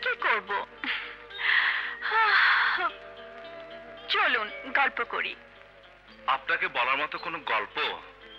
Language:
Bangla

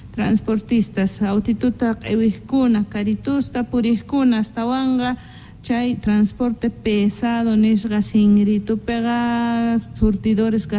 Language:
South Bolivian Quechua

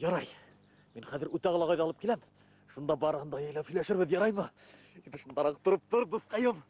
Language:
Bashkir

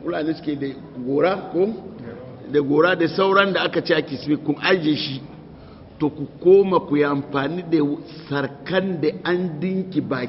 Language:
Hausa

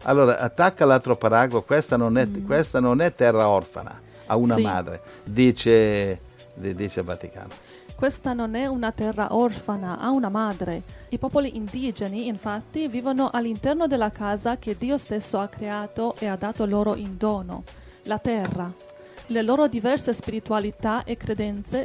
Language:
Italian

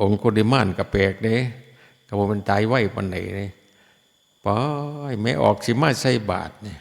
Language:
Lao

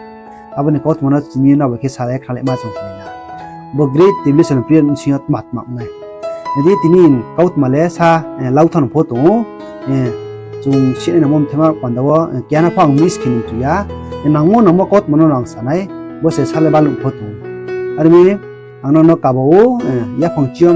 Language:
Riang (India)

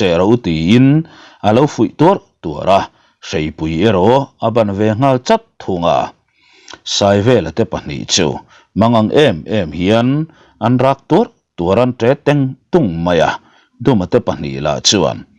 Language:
Mizo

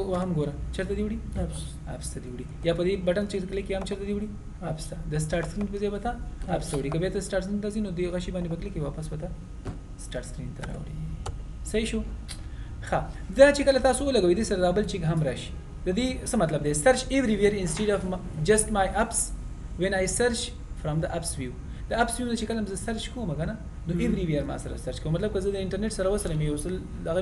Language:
Pashto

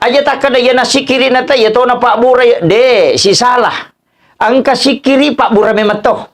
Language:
Buginese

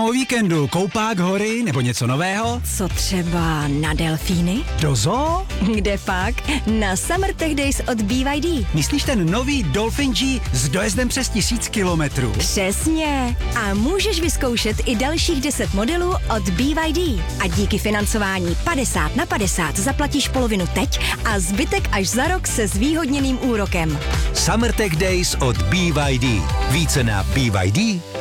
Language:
Czech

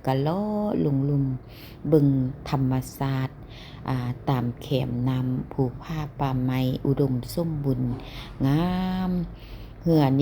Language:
Lao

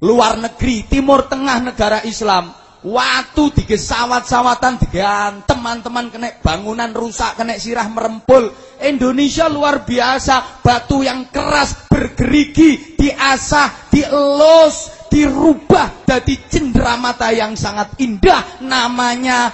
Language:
Javanese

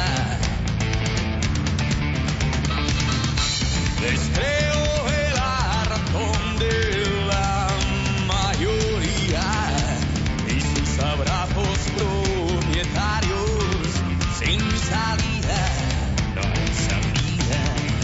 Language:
Catalan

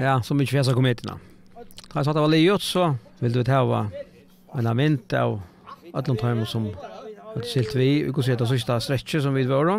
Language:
Faroese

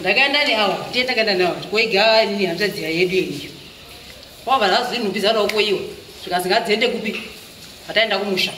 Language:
Shona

